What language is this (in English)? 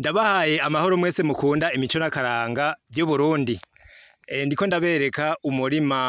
Rundi